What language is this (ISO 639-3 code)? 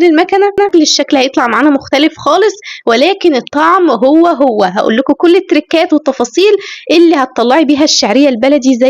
arz